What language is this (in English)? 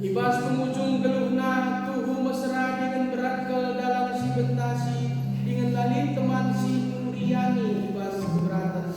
Batak Karo